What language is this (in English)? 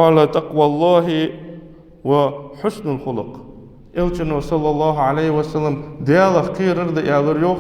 Ingush